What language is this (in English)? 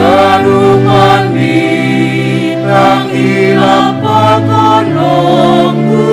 Batak Simalungun